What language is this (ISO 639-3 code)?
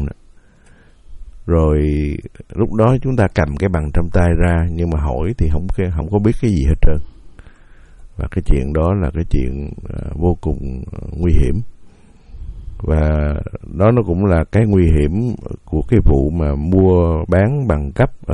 vie